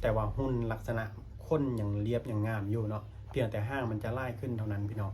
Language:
Lao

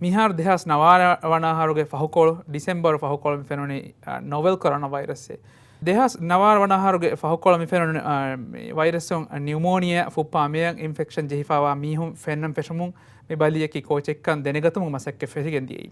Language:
Divehi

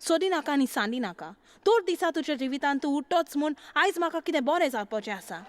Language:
Konkani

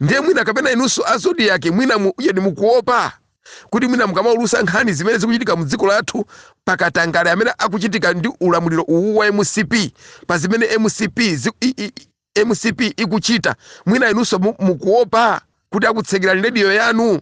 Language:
Nyanja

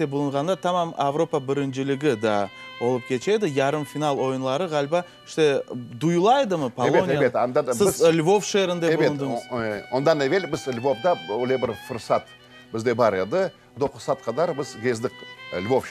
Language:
Crimean Tatar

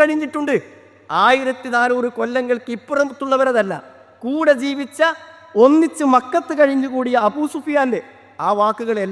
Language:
Malayalam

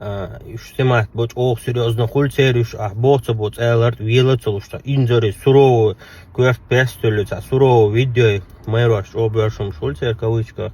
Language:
Chechen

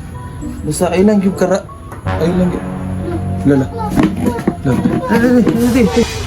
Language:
Cebuano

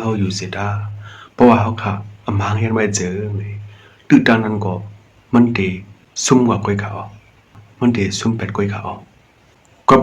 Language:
Shan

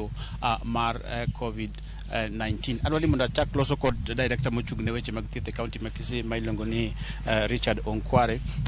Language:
Luo (Kenya and Tanzania)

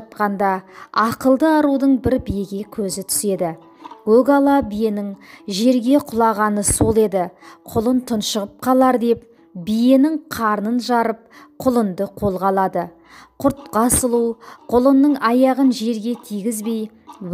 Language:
Kazakh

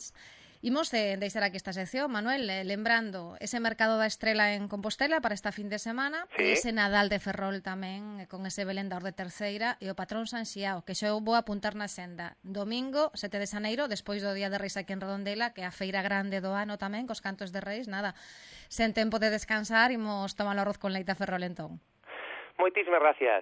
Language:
Galician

